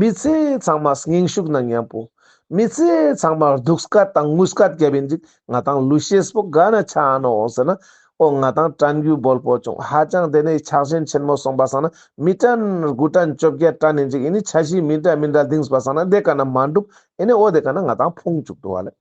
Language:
Ladakhi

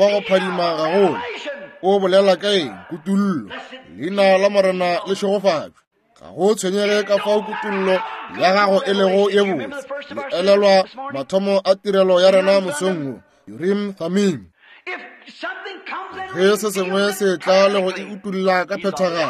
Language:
Northern Sotho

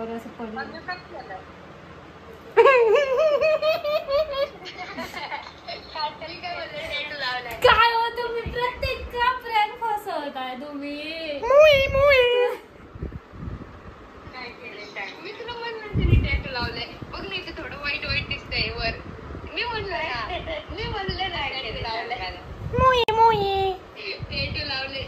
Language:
Marathi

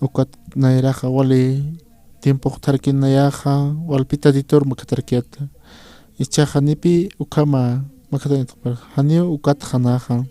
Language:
Aymara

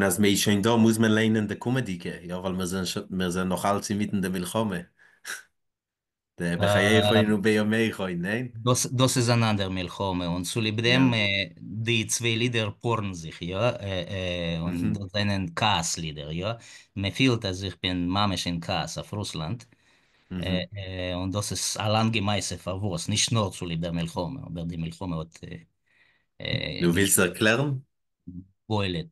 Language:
Yiddish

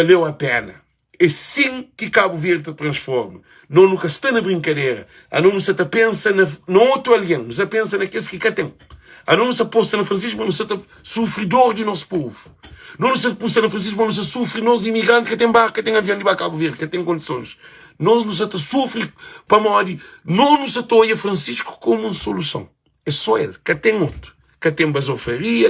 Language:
Kabuverdianu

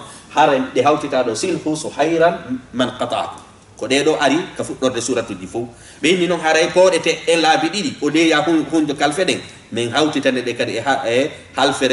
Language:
Fula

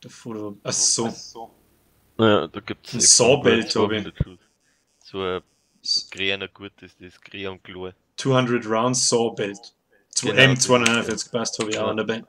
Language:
Bavarian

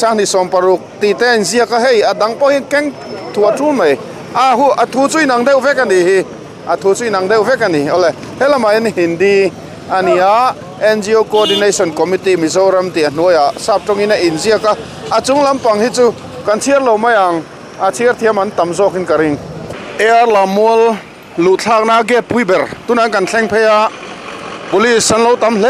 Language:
Mizo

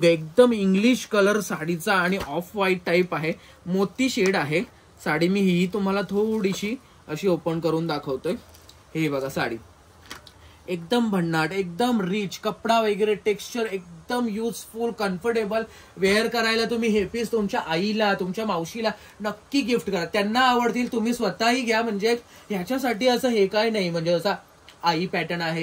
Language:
Marathi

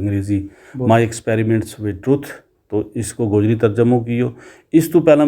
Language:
Gujari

